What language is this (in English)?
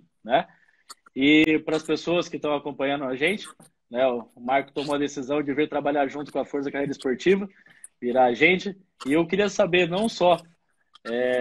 Portuguese